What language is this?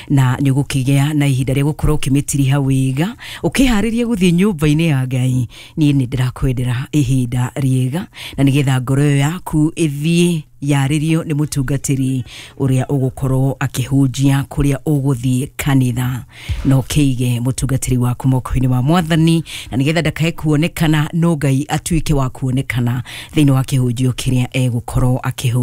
Kikuyu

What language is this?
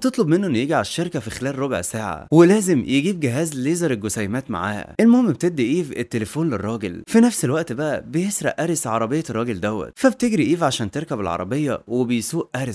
Egyptian Arabic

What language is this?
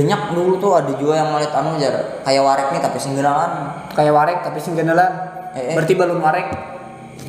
Banjar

